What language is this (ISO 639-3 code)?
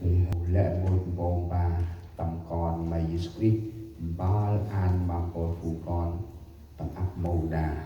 cmo